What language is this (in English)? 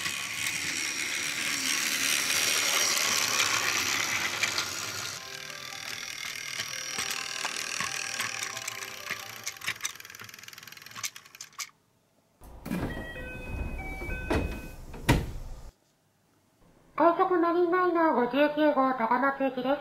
Japanese